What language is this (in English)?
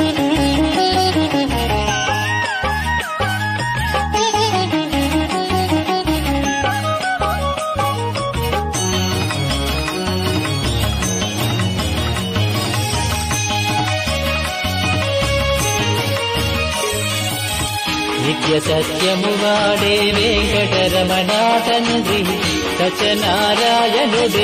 Telugu